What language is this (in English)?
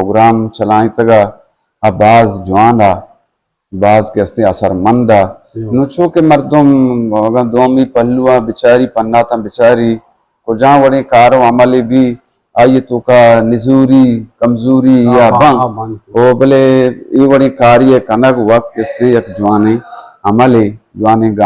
Eastern Balochi